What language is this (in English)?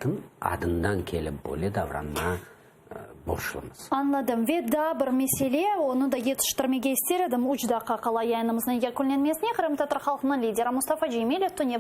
Crimean Tatar